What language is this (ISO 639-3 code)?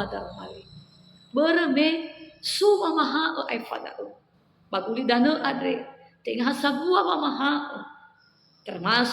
nia